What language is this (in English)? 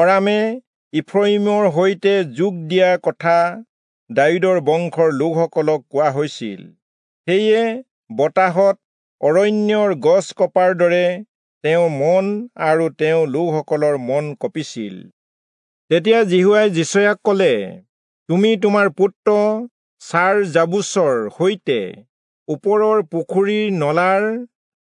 Assamese